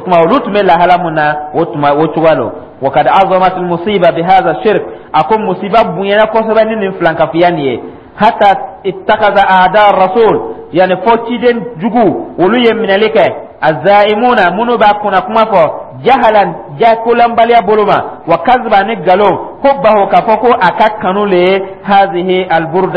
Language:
Dyula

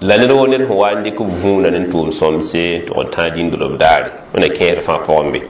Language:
Mossi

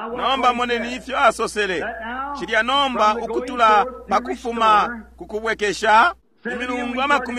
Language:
Bemba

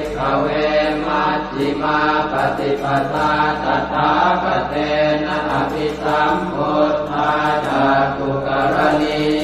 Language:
Pali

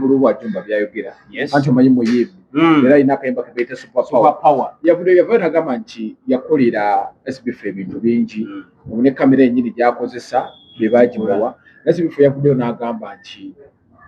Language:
Ganda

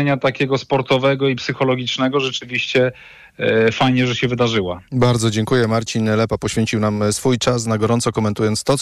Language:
Polish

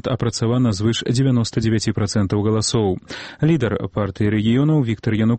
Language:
Belarusian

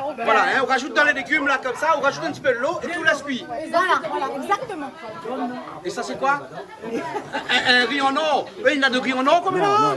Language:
Réunion Creole French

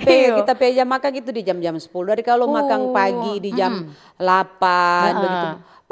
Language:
Manado Malay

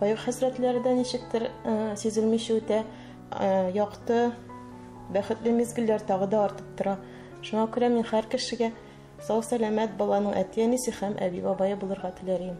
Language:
Tatar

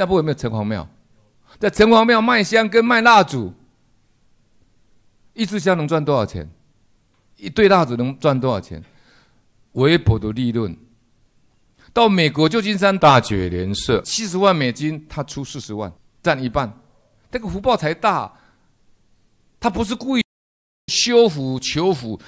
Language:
Chinese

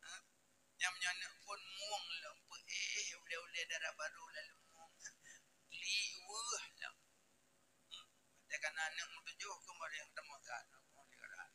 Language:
Achinese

